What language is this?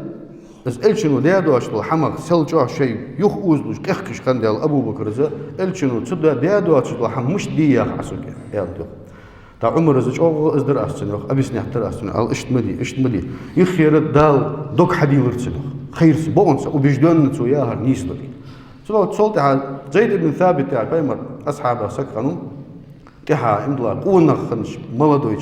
Ingush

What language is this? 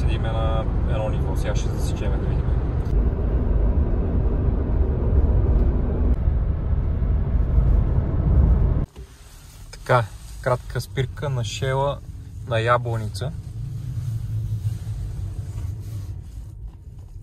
Bulgarian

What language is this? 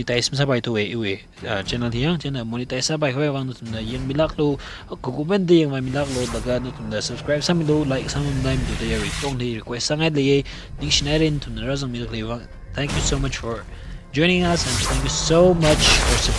Tangkhul Naga (India)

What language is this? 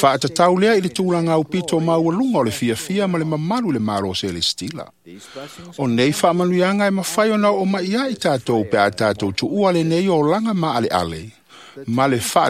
Samoan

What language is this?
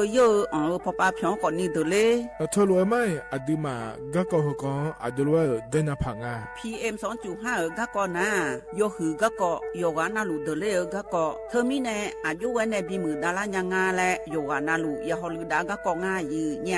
Akha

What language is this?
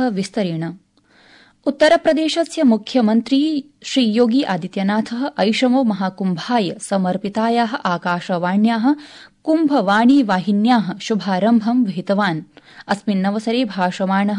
Sanskrit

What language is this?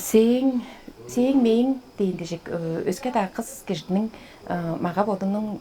Tuvinian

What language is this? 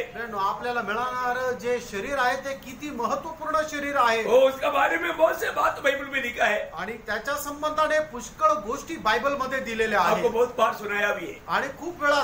Marathi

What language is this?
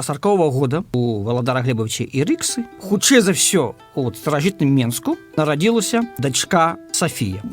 Belarusian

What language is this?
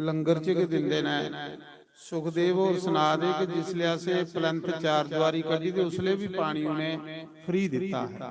Dogri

